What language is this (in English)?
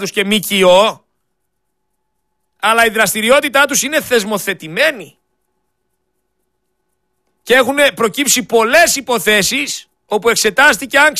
Greek